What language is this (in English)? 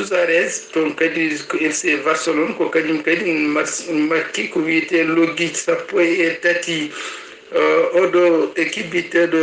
Fula